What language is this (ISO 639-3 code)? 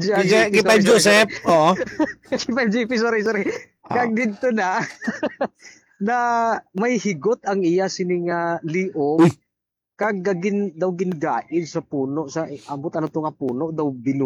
hil